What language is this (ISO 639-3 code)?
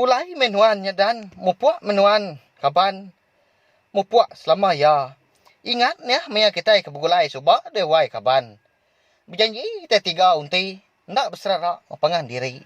iba